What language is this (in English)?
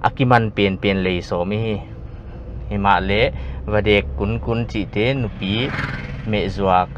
Paite Chin